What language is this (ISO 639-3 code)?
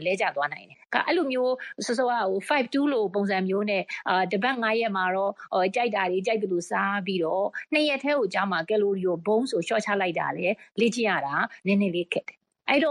mya